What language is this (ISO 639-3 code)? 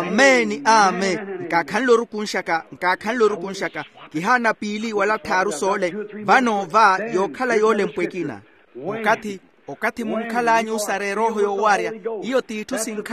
vmw